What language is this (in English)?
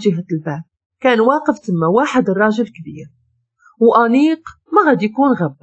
Moroccan Arabic